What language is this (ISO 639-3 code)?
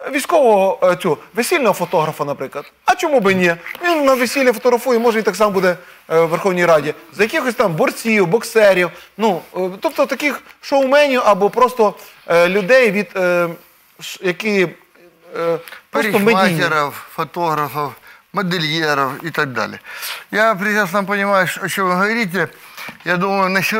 ukr